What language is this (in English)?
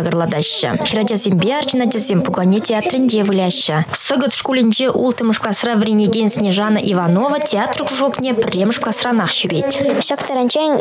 Chuvash